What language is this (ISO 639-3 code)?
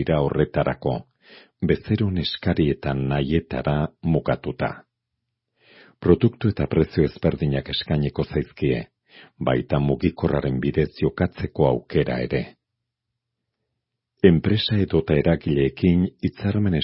eus